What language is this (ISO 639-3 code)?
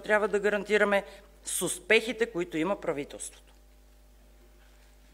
bul